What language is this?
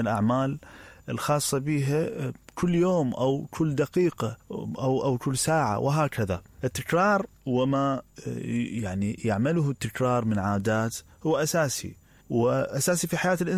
Mesopotamian Arabic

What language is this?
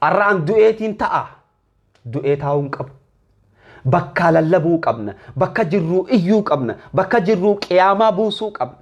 Oromo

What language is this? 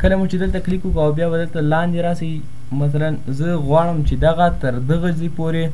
Pashto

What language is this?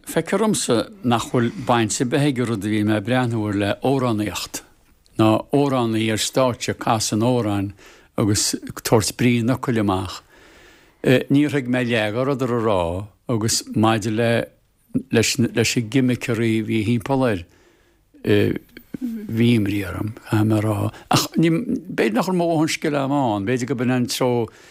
Irish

